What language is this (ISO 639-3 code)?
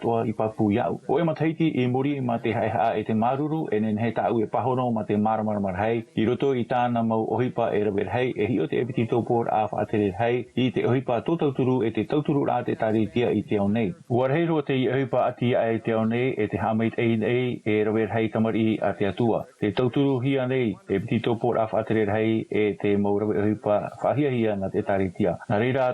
tah